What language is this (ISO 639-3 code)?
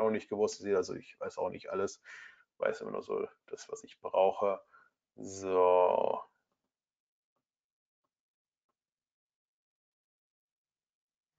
deu